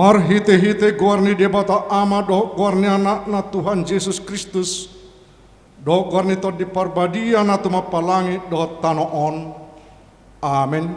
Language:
Batak Toba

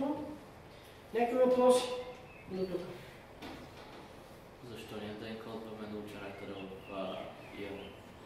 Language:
Bulgarian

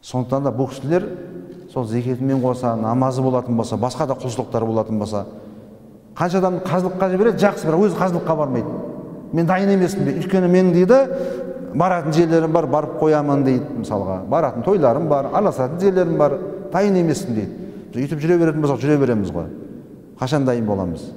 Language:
Kazakh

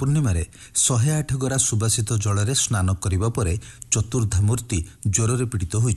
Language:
Odia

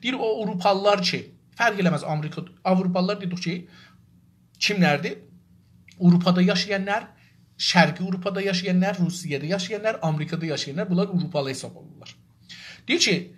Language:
South Azerbaijani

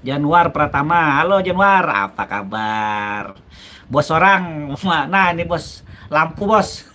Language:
Banjar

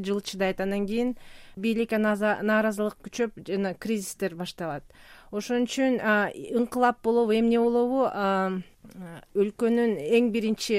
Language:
Kyrgyz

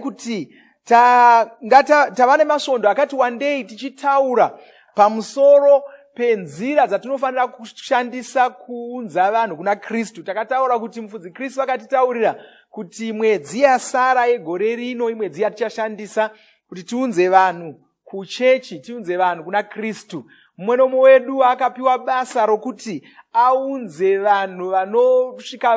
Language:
Shona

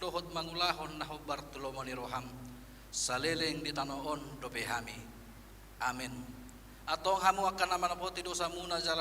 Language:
Batak Toba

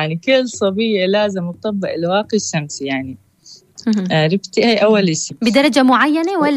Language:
North Levantine Arabic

